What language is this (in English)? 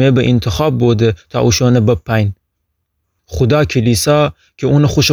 Gilaki